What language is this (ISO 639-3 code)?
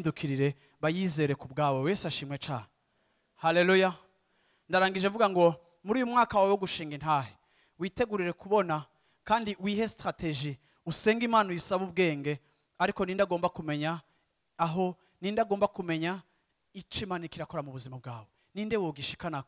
run